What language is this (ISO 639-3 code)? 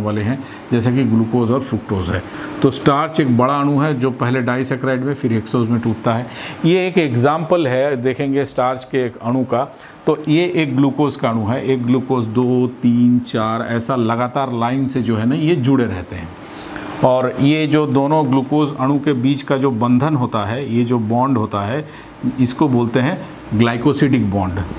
hin